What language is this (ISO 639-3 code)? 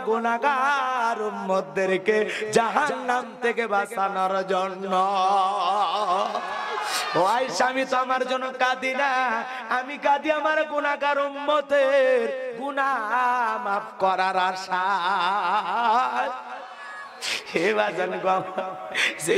ben